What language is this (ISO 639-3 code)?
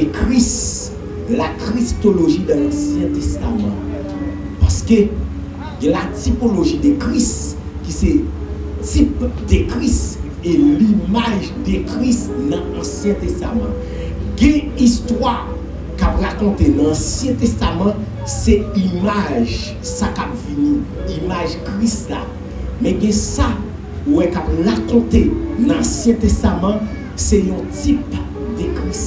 hat